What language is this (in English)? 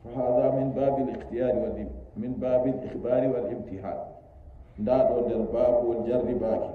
Nigerian Fulfulde